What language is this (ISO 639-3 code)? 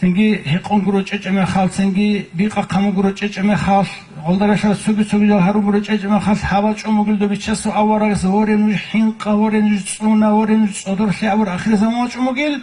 ava